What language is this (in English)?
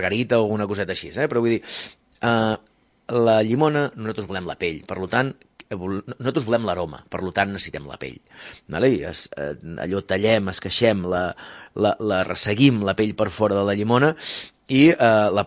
Catalan